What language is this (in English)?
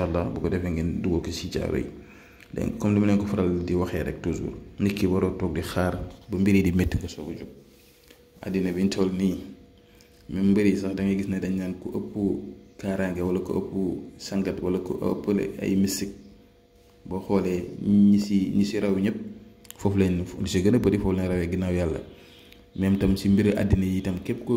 Wolof